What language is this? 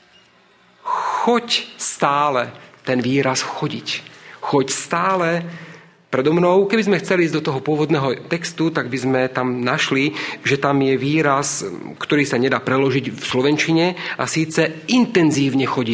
Slovak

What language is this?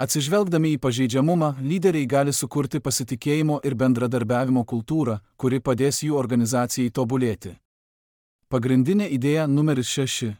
Lithuanian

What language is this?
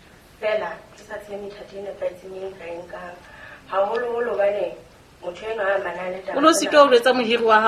Southern Sotho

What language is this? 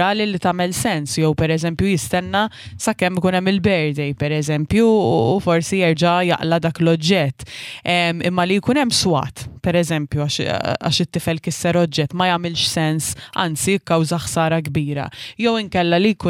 Maltese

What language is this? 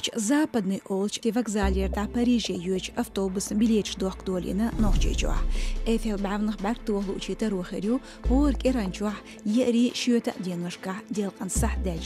Chechen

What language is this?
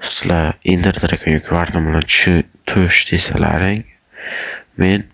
Uzbek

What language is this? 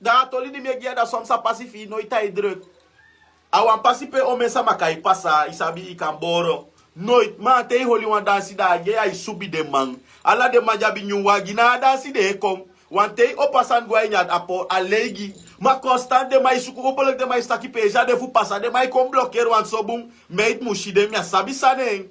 Sranan Tongo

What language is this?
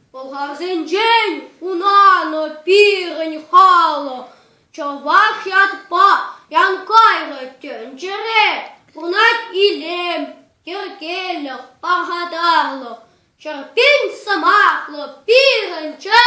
Chuvash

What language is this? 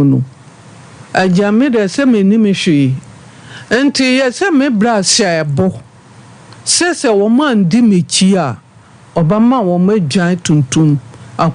Akan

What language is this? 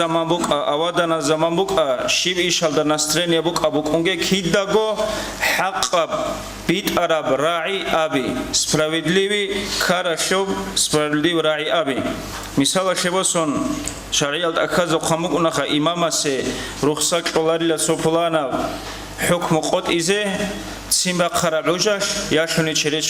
Avaric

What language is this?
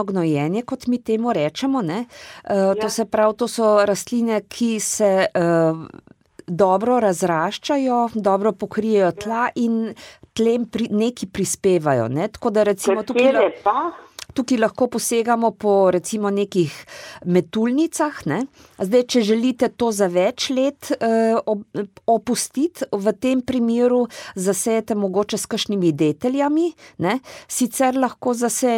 Slovenian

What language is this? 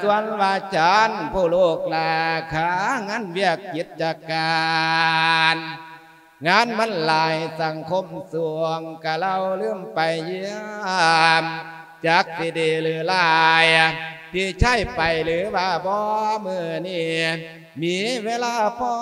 Lao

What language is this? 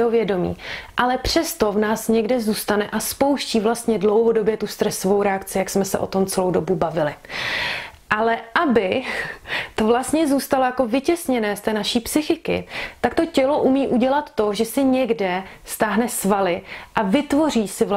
Czech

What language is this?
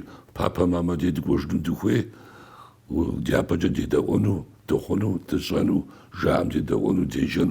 Kabardian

